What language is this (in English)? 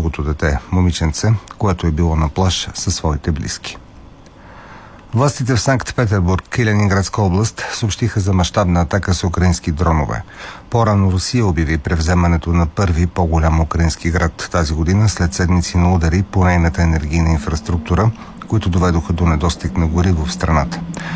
Bulgarian